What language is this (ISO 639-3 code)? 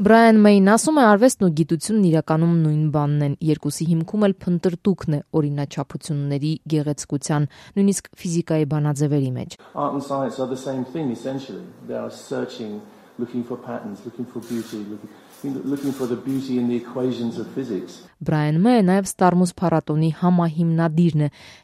hye